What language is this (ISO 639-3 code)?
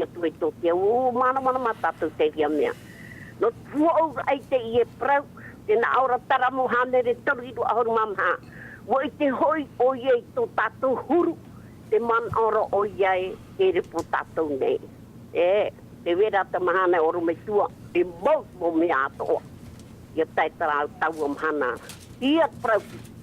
tah